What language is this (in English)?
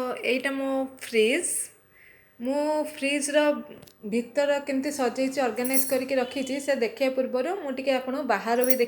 Odia